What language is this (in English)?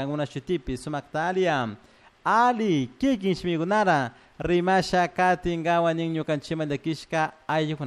Chimborazo Highland Quichua